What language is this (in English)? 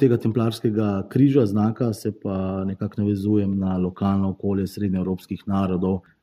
Slovenian